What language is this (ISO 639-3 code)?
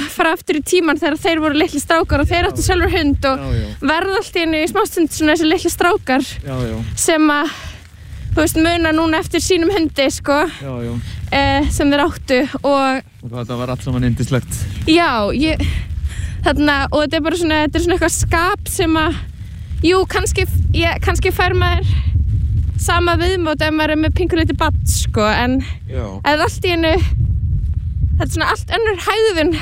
isl